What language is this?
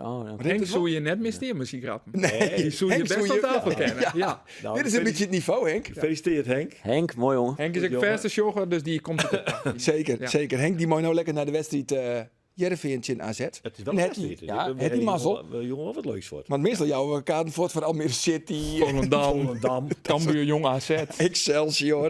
Western Frisian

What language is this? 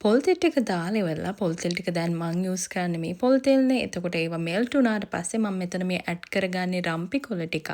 Sinhala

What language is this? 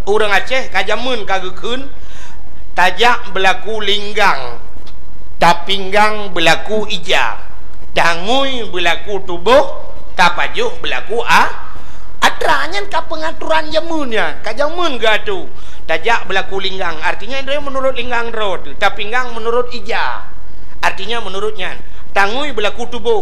Achinese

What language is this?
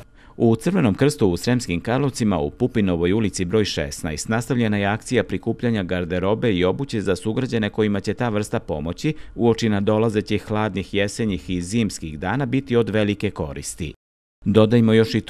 Serbian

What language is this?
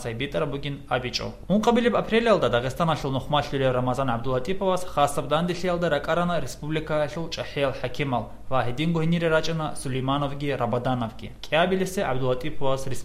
Avaric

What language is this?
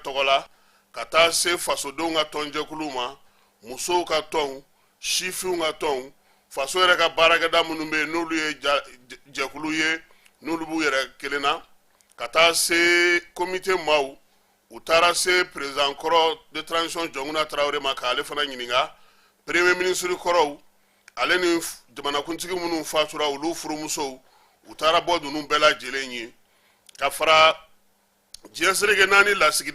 Bambara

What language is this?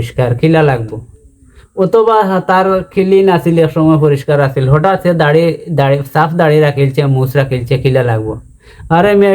Sylheti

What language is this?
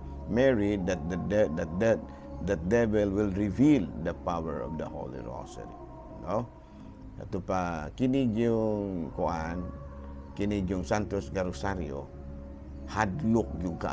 Cebuano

